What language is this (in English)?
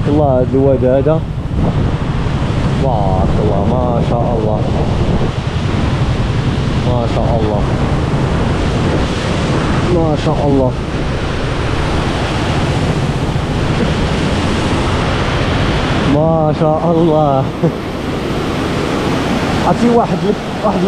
Moroccan Arabic